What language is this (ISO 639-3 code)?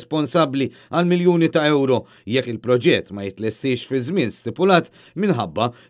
mlt